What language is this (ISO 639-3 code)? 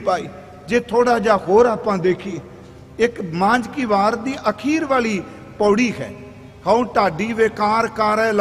pan